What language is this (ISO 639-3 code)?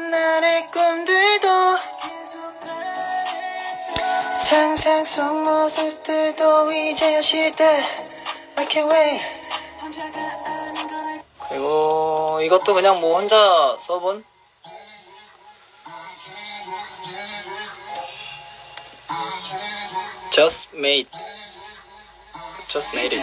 kor